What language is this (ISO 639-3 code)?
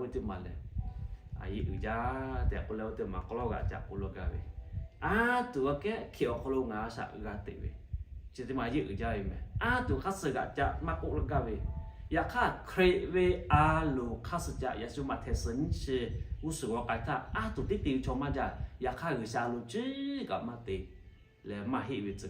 lhu